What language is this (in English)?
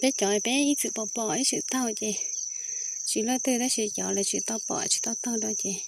Hmong